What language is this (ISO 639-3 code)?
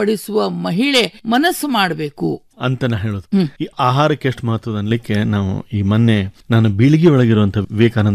kan